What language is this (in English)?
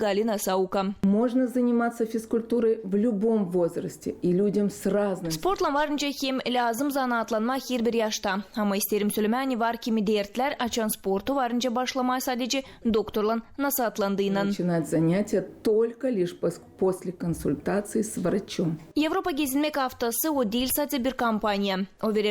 Gagauz